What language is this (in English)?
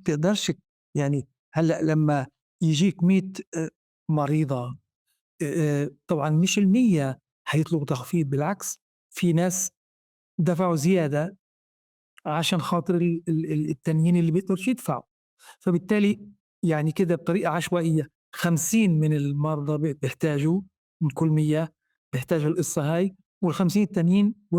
North Levantine Arabic